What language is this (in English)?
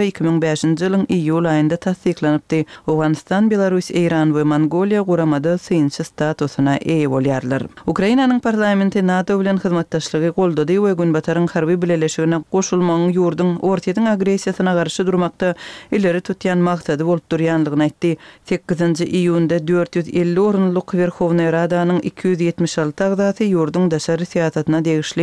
Turkmen